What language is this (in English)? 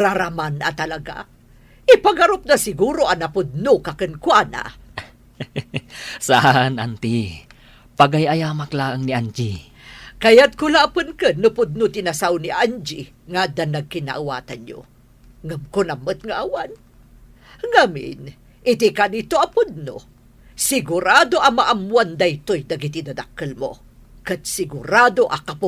Iloko